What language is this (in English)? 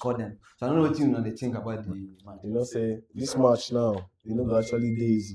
Nigerian Pidgin